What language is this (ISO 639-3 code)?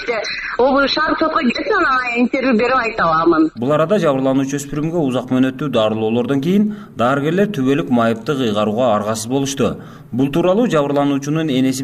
kir